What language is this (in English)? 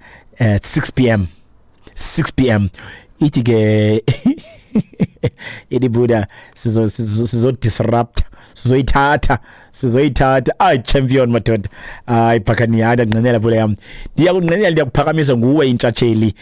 Xhosa